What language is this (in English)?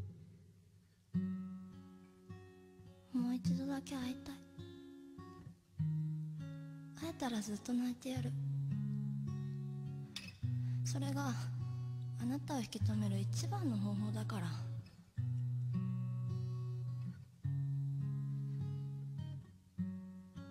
Japanese